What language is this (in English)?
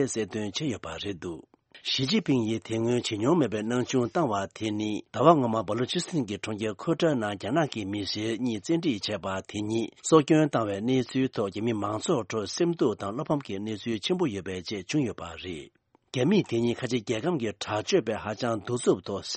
Tibetan